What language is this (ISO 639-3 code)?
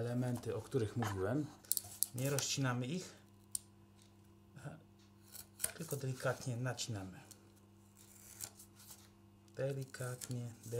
pol